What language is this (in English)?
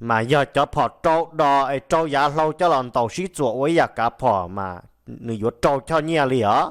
Hmong